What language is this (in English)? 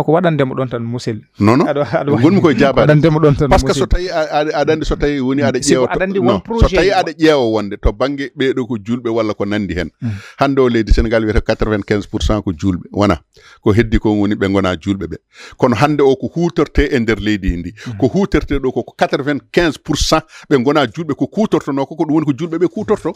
Fula